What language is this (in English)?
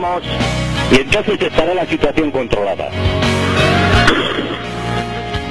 Basque